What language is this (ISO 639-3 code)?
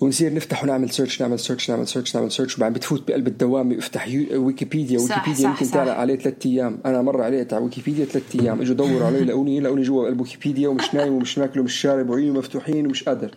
apc